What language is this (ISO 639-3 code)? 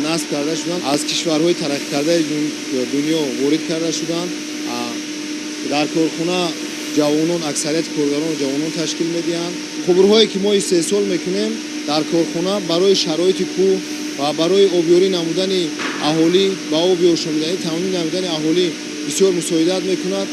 tgk